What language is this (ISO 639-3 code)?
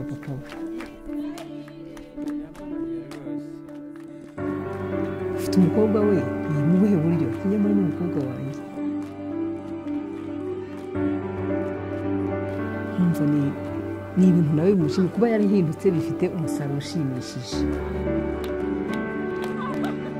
kin